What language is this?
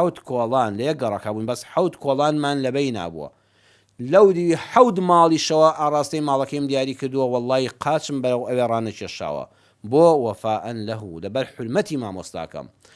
Central Kurdish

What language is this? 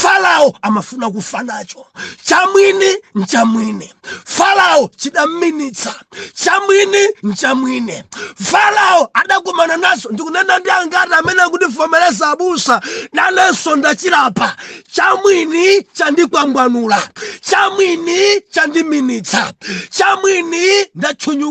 Nyanja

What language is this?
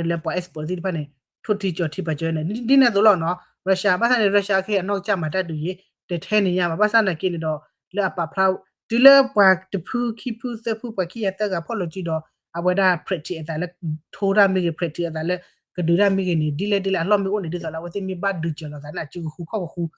S'gaw Karen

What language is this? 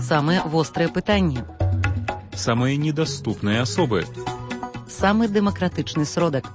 Belarusian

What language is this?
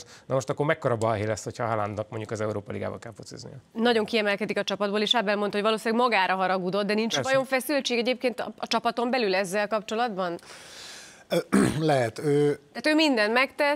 Hungarian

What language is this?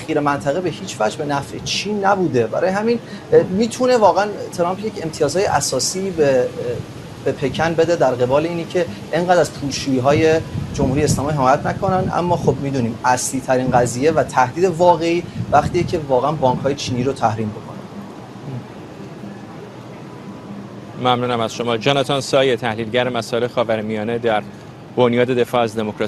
Persian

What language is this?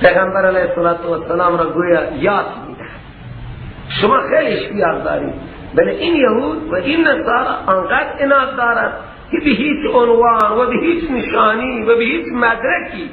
Persian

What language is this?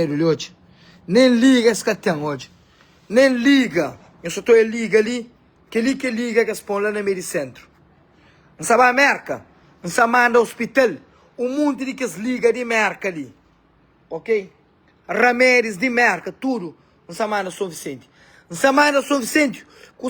Kabuverdianu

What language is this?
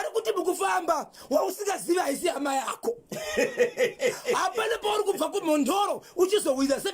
Shona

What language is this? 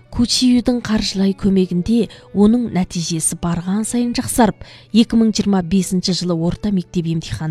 Kazakh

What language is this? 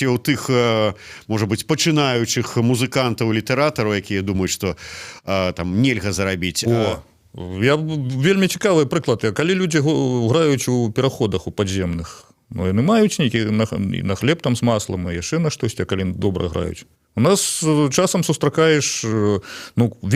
Belarusian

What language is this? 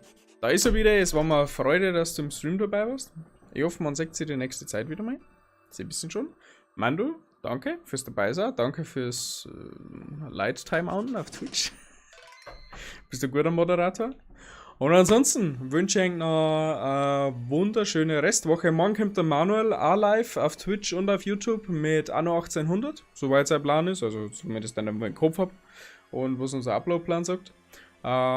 Bavarian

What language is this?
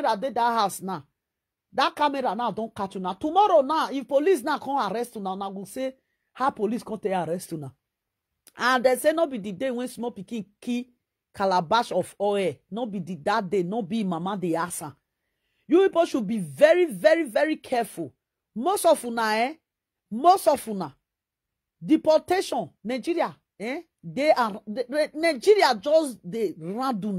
Nigerian Pidgin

